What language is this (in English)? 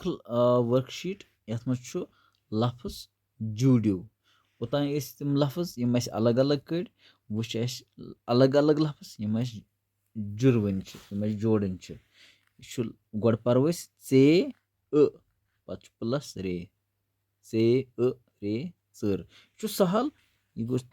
Kashmiri